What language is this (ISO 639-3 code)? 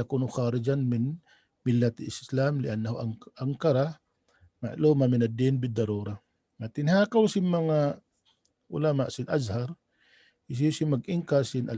tsg